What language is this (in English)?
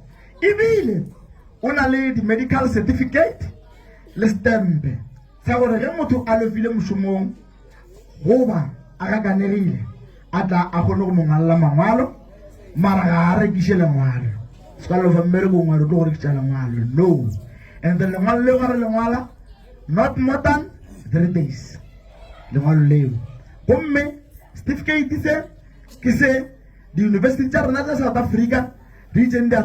Northern Sotho